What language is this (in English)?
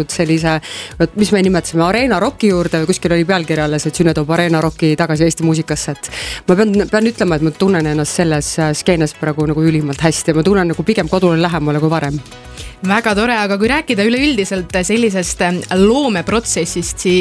Estonian